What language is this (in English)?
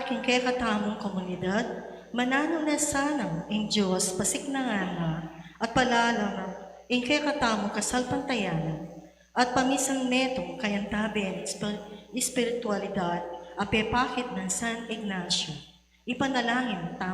Pampanga